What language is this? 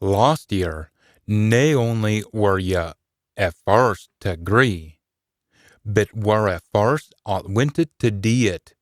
Scots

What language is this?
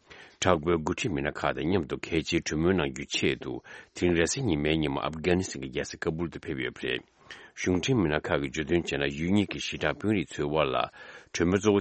Tibetan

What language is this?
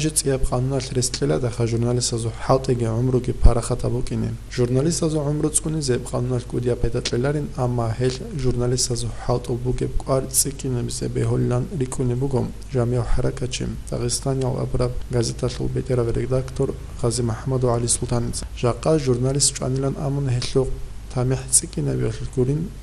Avaric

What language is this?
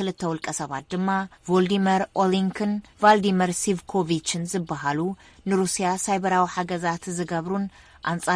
Tigrinya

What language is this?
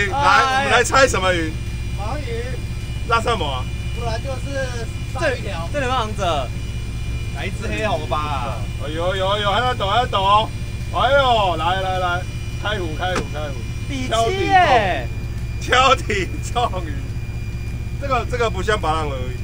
Chinese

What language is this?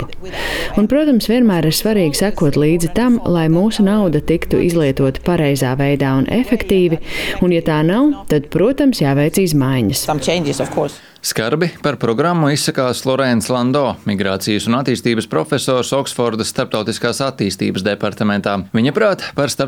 Latvian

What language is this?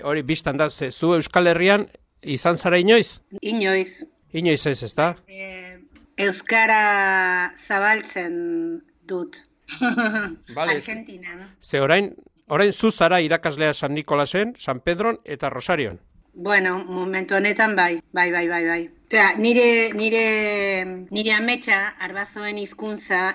Basque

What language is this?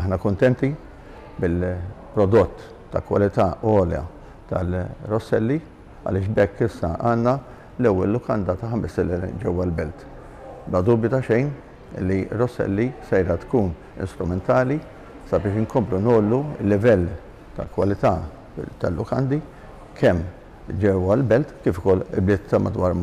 Maltese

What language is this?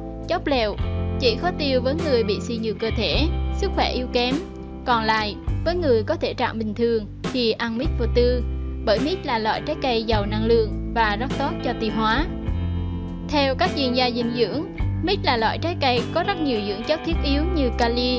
Vietnamese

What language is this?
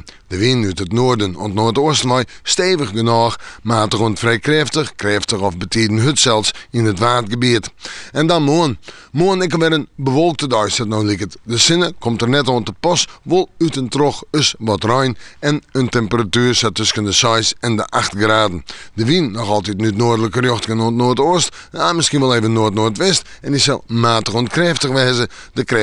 Western Frisian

